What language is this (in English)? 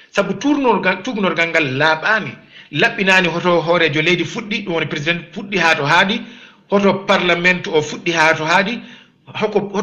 Fula